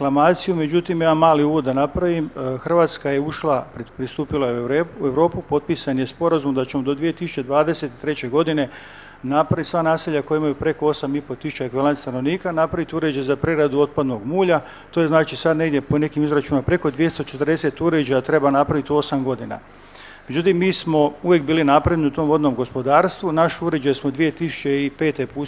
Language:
Croatian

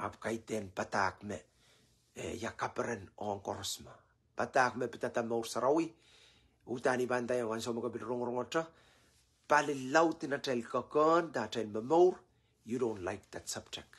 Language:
Pohnpeian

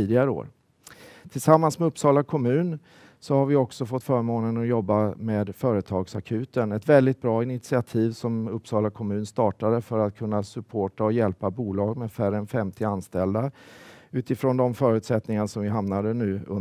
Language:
Swedish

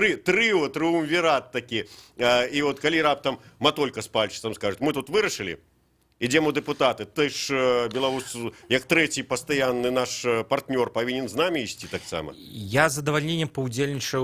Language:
Belarusian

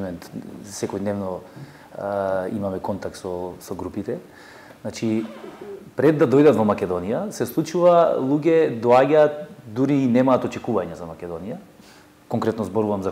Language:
Macedonian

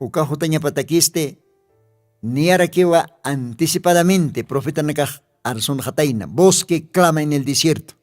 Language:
Aymara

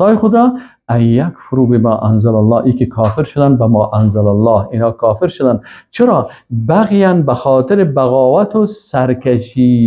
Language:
Persian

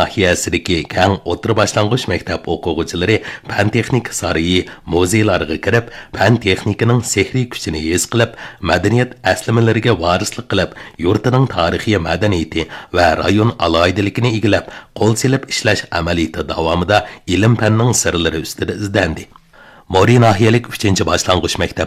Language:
Uyghur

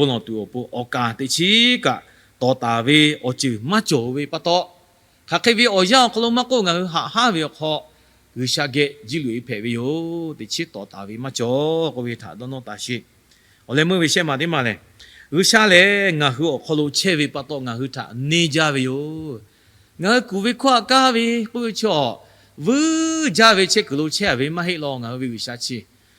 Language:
Lahu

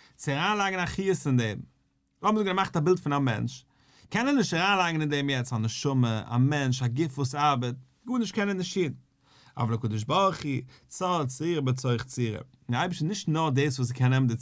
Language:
Yiddish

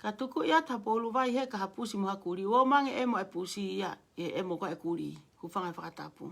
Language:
Tongan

